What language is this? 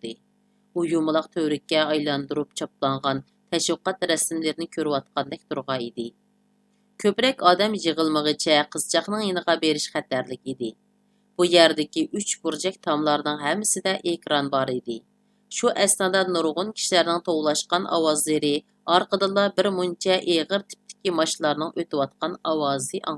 Uyghur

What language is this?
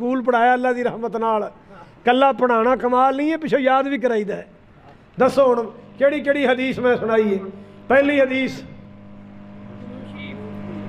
Western Panjabi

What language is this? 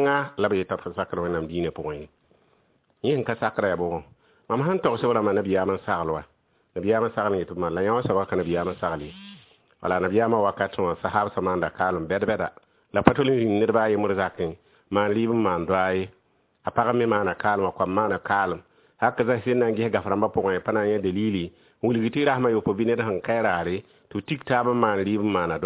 Mossi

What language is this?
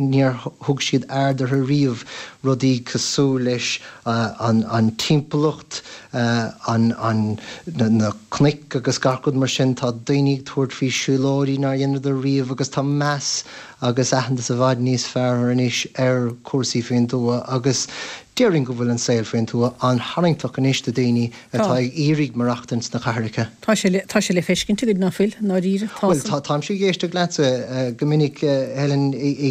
Irish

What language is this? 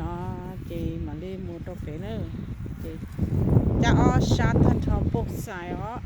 Hmong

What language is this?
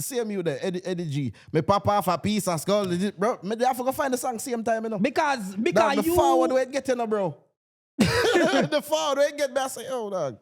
Jamaican Creole English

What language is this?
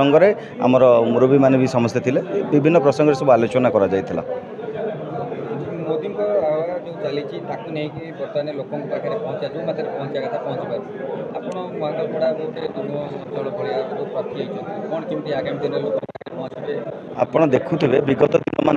Odia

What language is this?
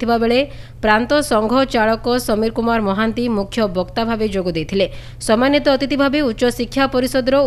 Odia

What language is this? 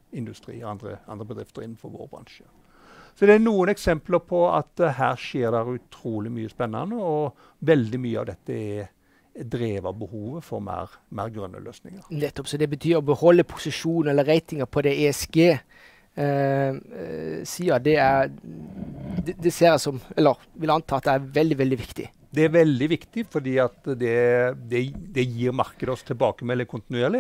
Norwegian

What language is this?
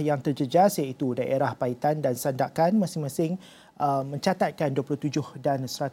Malay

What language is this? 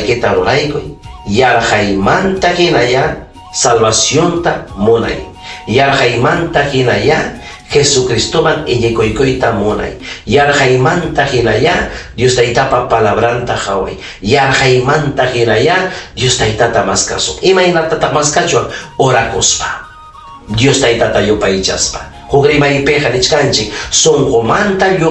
Ayacucho Quechua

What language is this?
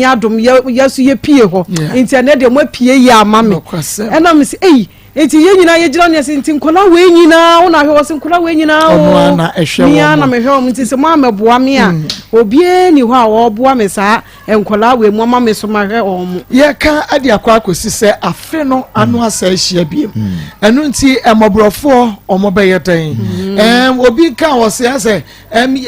Akan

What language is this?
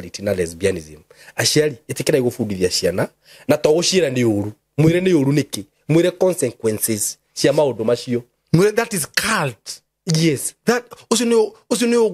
Kikuyu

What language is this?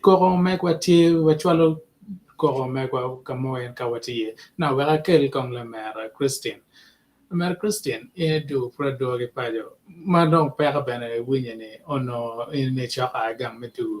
Acoli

